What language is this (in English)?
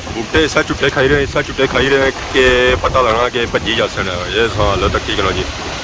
Pahari-Potwari